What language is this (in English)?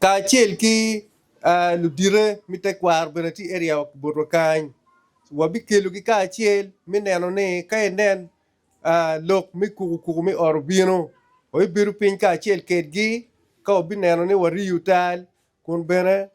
Acoli